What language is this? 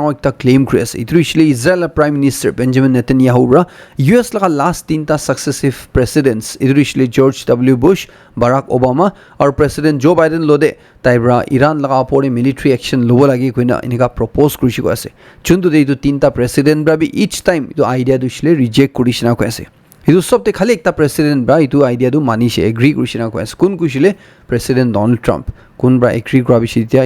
Naga Pidgin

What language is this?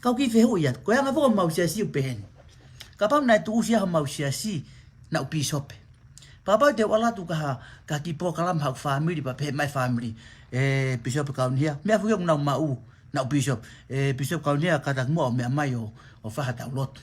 Tongan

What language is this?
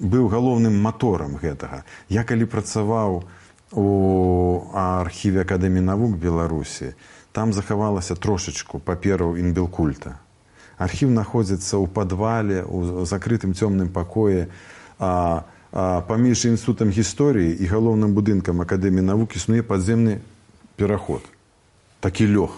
Belarusian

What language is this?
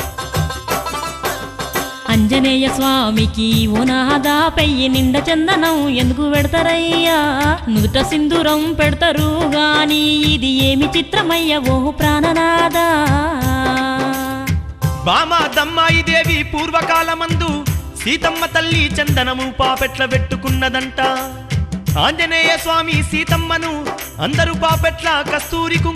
Telugu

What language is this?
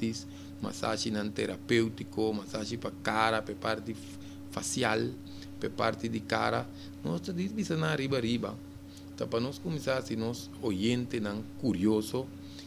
Papiamento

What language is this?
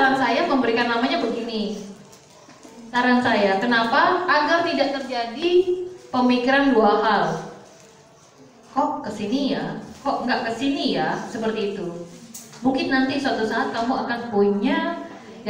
Indonesian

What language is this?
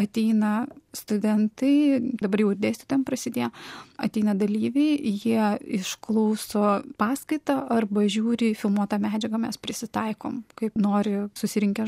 Lithuanian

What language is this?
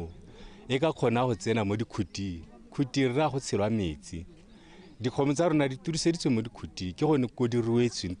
Tswana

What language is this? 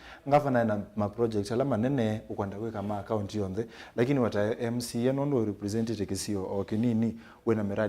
Kamba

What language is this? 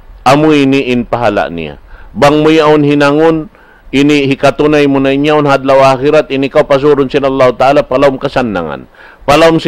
Tausug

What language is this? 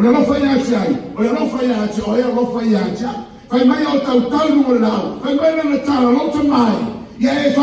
Samoan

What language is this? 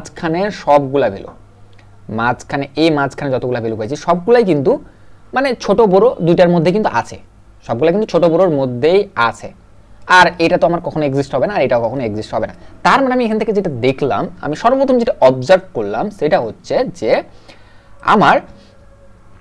Bangla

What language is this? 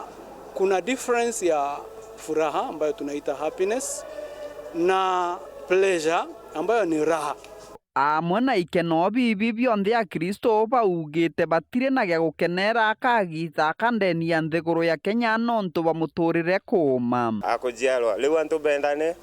Meru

